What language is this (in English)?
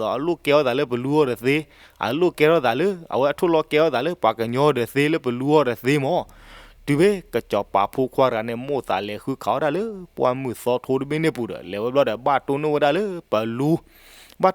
S'gaw Karen